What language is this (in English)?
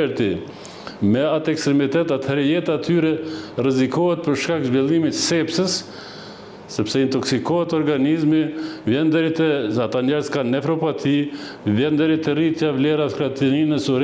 Albanian